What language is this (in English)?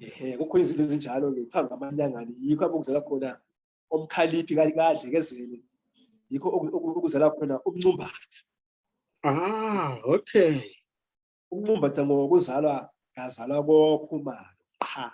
Zulu